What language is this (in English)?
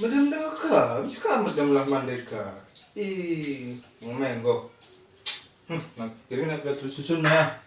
Batak Karo